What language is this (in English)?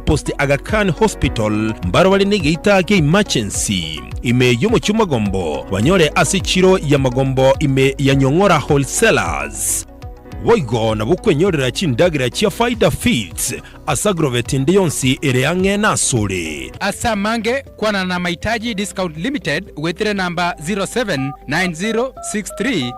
Gusii